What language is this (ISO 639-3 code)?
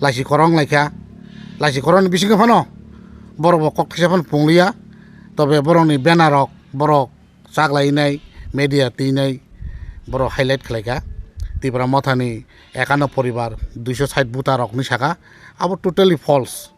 trp